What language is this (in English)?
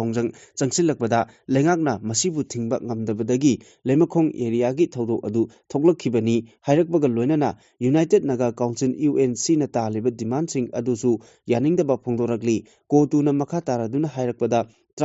Manipuri